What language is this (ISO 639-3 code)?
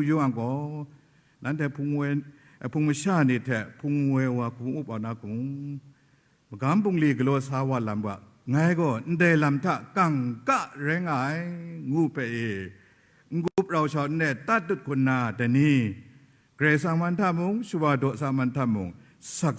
kac